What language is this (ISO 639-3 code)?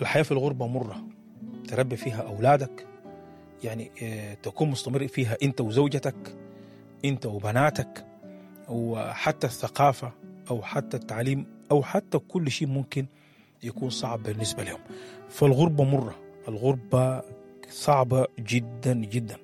apd